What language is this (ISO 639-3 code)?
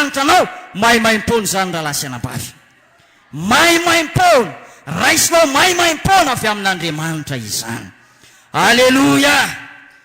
mlg